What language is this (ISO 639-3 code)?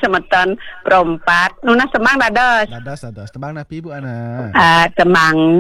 ban